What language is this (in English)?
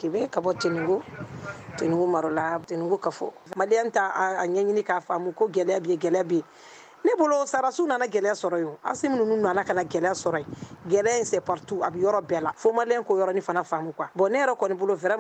Bambara